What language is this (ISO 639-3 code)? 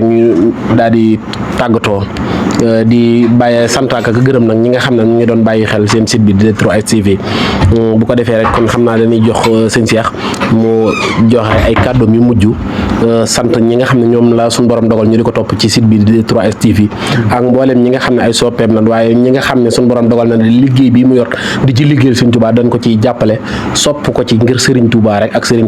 wol